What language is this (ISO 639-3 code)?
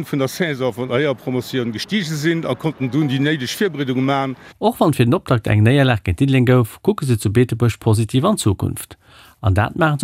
ltz